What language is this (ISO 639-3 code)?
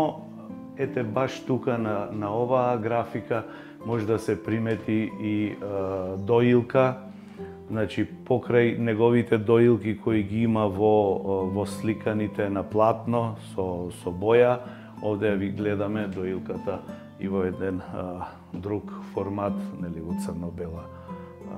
mkd